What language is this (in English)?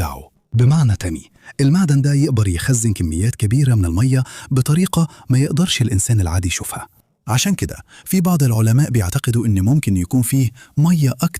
Egyptian Arabic